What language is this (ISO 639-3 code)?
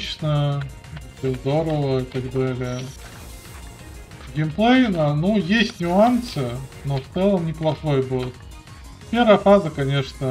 rus